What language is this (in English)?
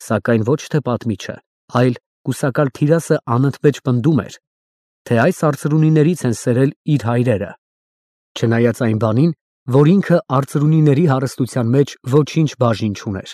Armenian